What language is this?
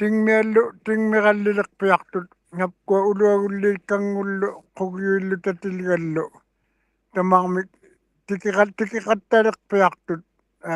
Western Canadian Inuktitut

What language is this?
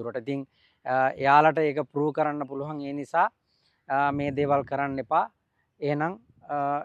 Sinhala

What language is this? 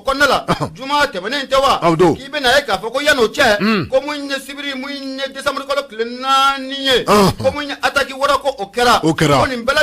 Bambara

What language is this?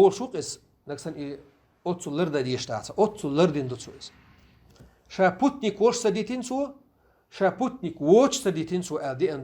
Chechen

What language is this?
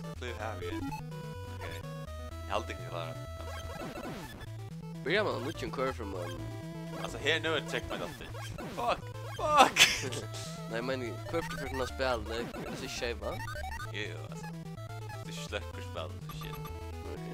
Faroese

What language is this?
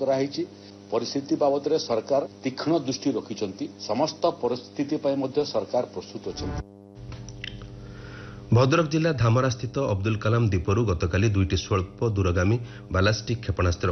Odia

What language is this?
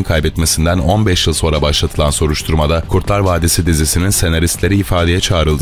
Turkish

